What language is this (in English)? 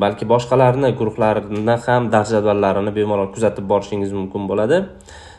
Uzbek